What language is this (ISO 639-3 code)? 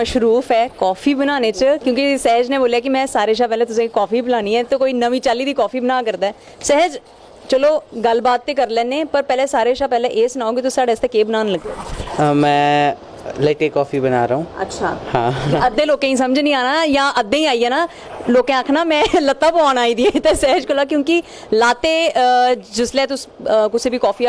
doi